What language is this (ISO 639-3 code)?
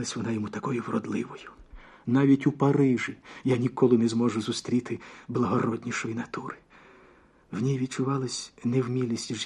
ukr